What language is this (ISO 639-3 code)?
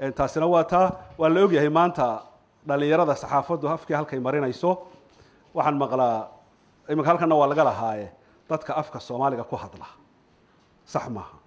som